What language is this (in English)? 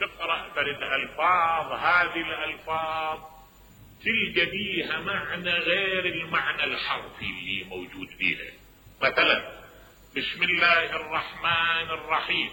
Mesopotamian Arabic